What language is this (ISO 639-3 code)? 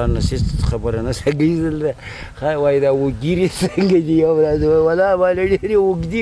pus